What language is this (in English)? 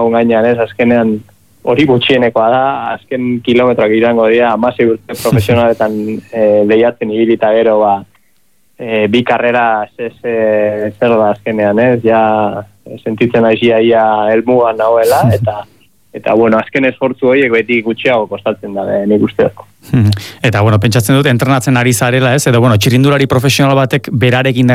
Basque